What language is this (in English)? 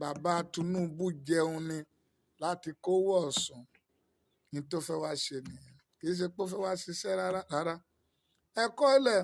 Yoruba